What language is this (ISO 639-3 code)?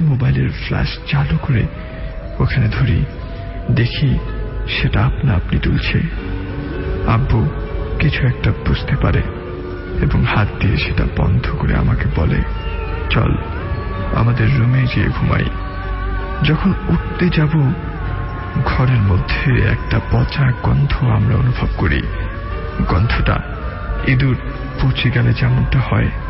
ben